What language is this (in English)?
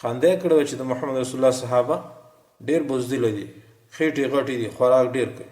Pashto